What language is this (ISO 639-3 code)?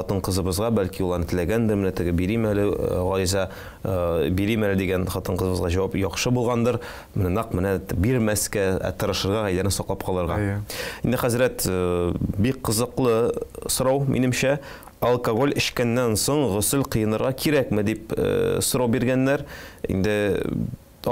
tat